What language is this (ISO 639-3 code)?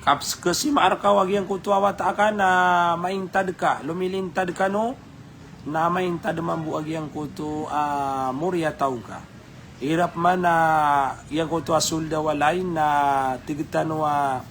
mrw